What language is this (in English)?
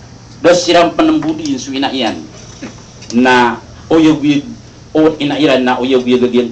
Maranao